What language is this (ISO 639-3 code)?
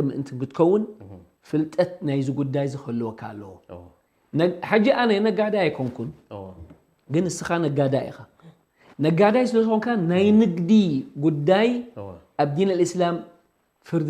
tir